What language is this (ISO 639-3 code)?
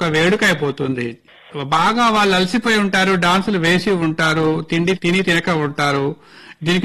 tel